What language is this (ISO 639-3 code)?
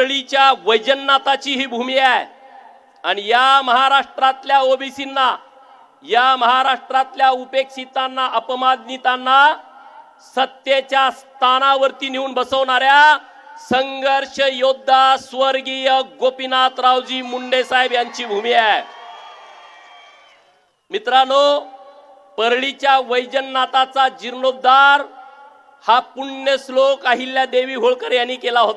mar